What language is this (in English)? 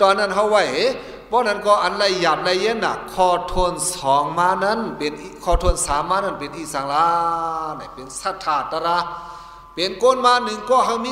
Shan